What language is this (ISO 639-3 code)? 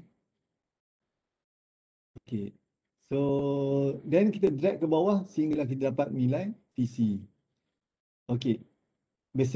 msa